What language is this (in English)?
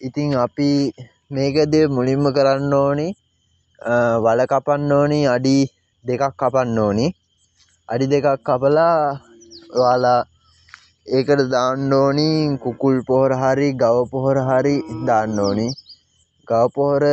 Sinhala